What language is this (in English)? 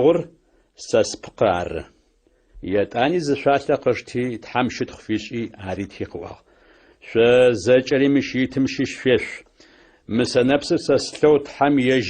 Adyghe